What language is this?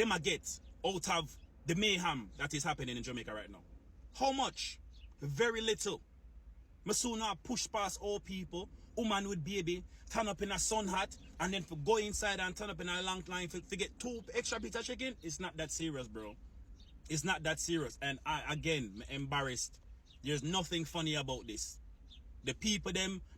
Jamaican Creole English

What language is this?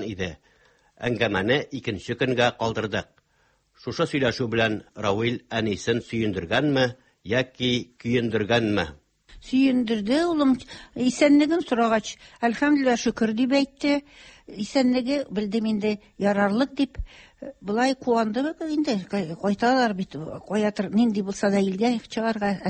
Tatar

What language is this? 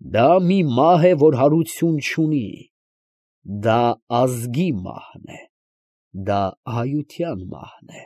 Armenian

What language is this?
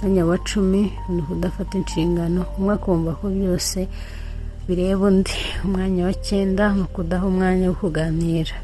Kinyarwanda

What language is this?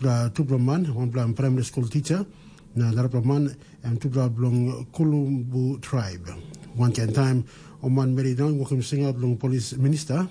Tok Pisin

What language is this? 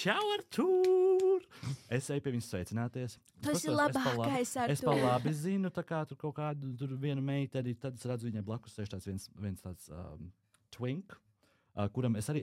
Latvian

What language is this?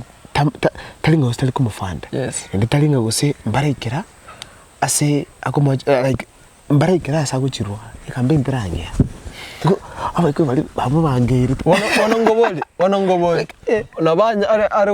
Gusii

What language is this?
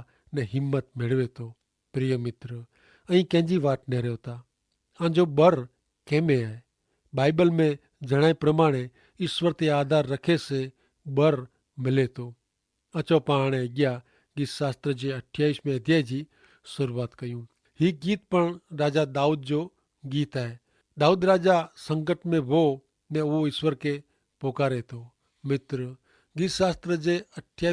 Kachhi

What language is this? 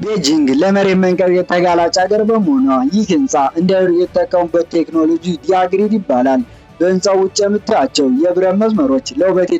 Amharic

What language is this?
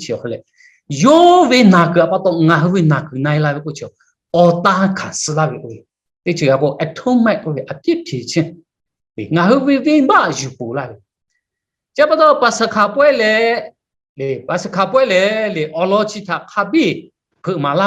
Lahu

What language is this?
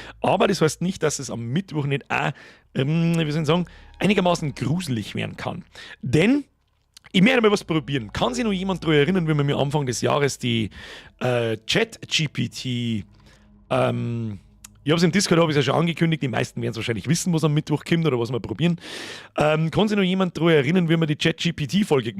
Bavarian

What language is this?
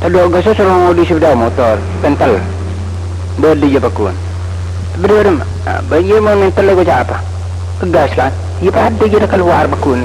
Madurese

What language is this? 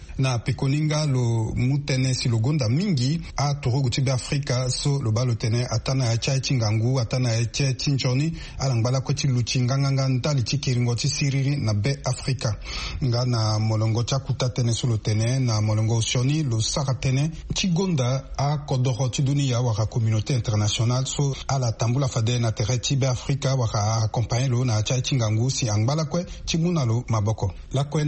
Sango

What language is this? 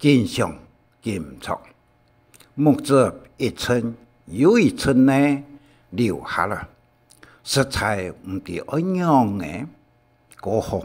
Hakka Chinese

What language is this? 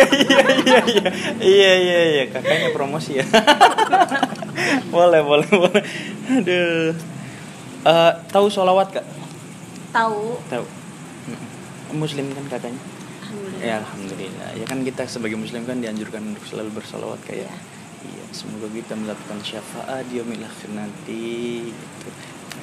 Indonesian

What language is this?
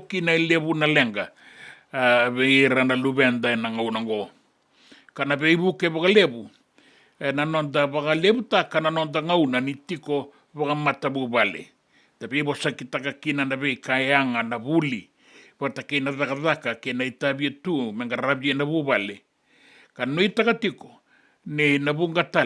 Fijian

